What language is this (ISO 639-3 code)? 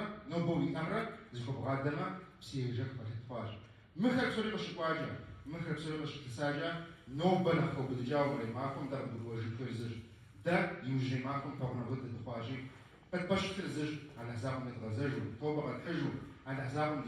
kbd